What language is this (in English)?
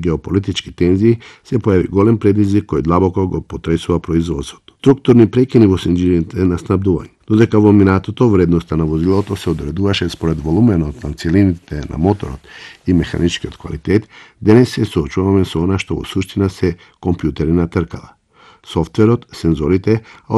Macedonian